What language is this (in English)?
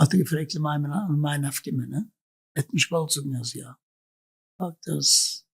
Yiddish